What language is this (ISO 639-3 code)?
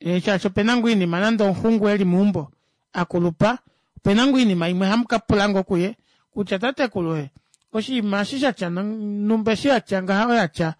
kua